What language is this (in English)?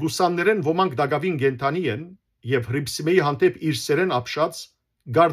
Western Armenian